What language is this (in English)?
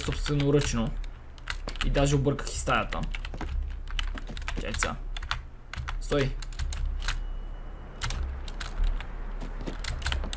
Bulgarian